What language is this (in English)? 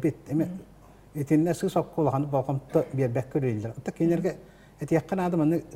Yakut